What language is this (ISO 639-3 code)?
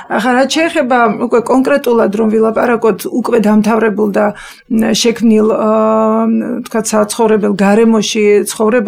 kat